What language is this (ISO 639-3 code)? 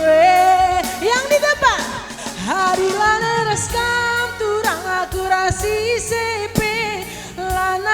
btx